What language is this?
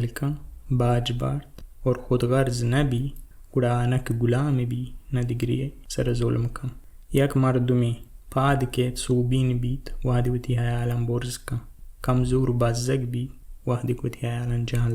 Baluchi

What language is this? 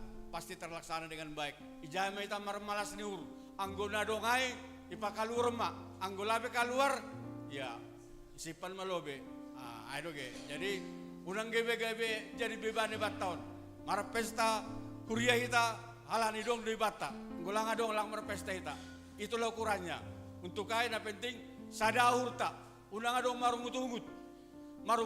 Batak Simalungun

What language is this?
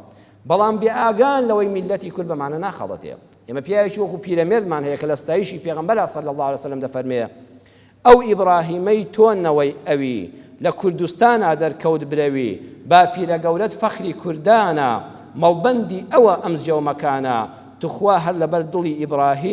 Central Kurdish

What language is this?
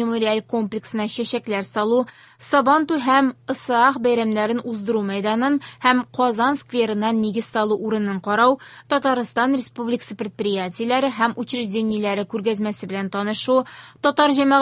Tatar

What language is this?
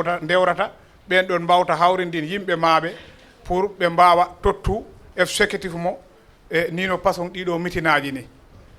Fula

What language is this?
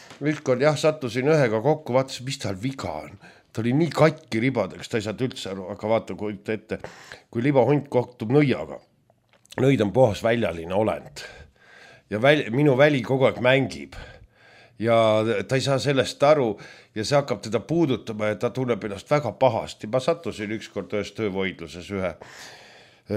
Estonian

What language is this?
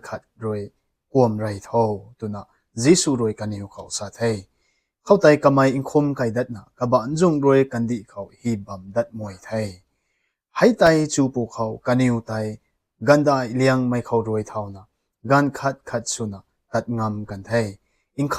Rongmei Naga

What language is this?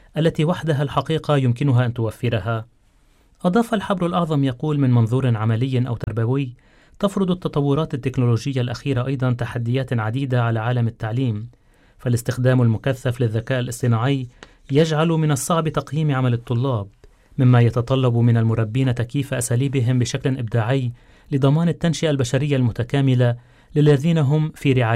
Arabic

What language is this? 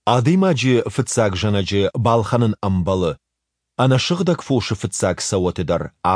Ossetic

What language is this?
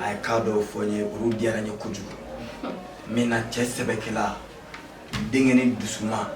Bambara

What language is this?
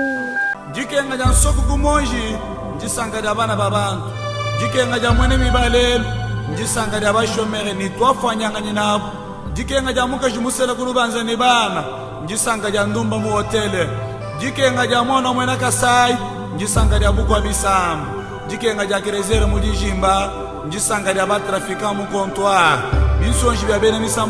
Luba-Lulua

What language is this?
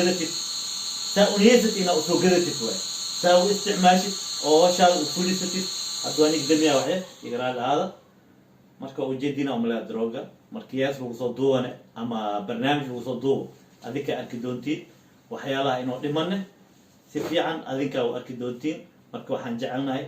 Somali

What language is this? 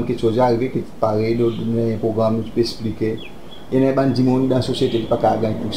Seselwa Creole French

